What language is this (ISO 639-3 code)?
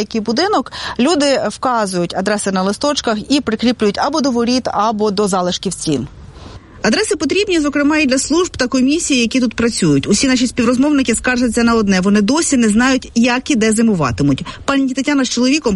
ukr